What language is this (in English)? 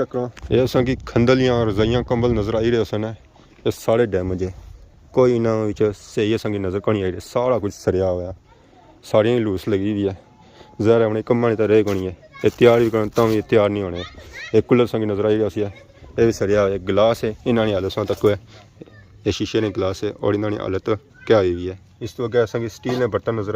Pahari-Potwari